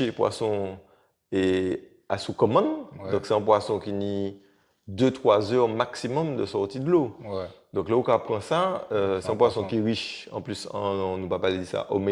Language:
Guadeloupean Creole French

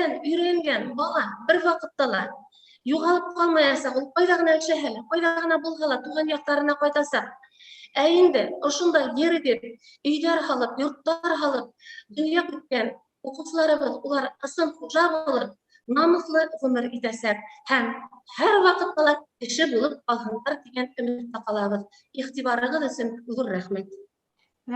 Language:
Bashkir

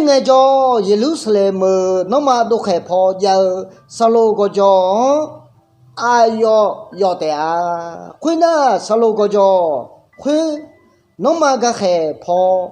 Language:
Akha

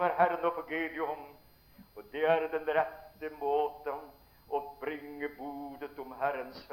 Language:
Norwegian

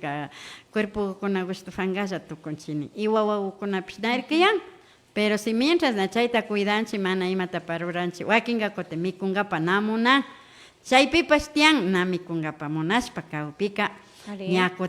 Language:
Imbabura Highland Quichua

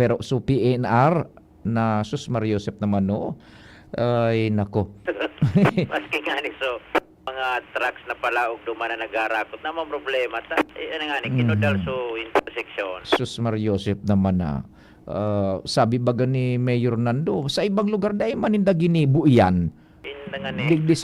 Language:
Bikol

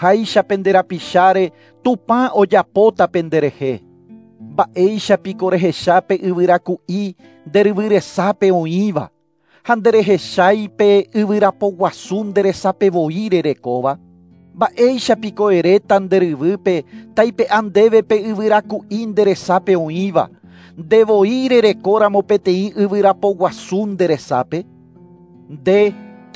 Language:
Guarani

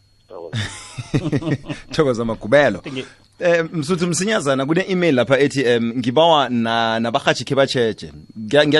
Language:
South Ndebele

